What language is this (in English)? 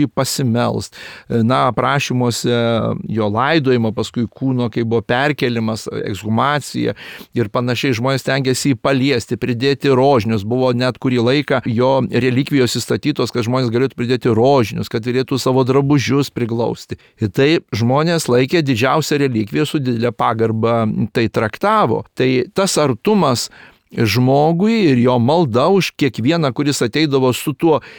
Lithuanian